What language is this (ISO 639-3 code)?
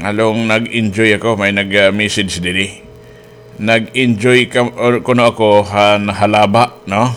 war